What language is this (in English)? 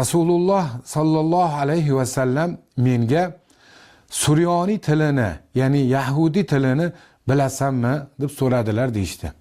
Uzbek